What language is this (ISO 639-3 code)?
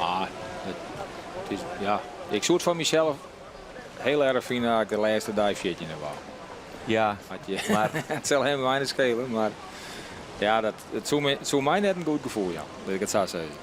fry